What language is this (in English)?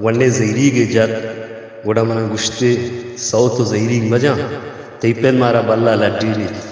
Baluchi